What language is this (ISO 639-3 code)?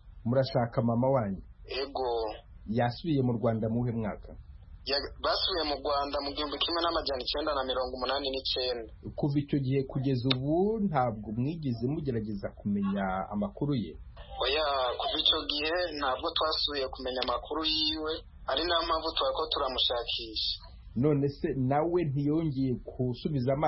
kin